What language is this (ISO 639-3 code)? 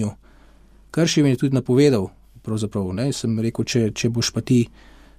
slv